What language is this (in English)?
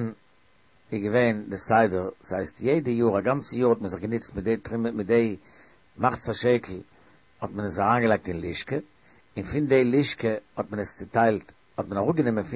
Yiddish